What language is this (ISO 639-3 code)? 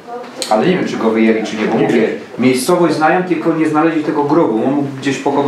szl